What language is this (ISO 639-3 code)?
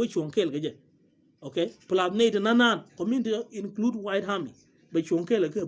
nus